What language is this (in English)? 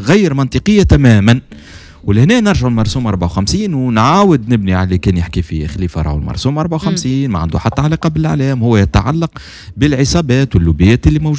Tunisian Arabic